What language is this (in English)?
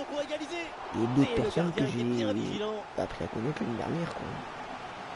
French